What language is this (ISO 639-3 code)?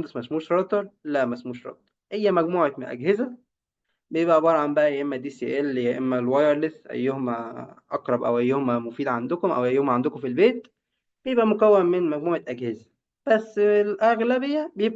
arz